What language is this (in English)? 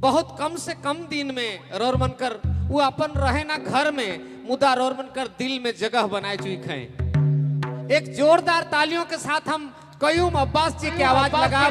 Sadri